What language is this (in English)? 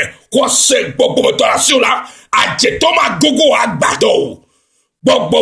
Ewe